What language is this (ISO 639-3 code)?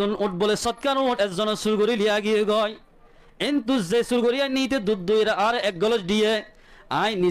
rhg